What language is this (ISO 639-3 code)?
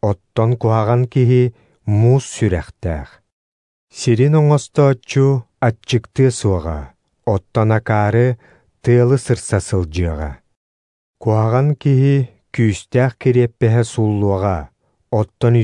sah